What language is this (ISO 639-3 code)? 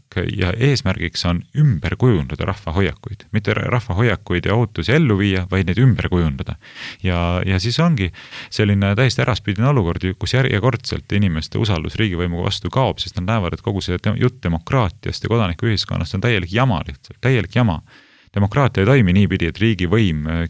est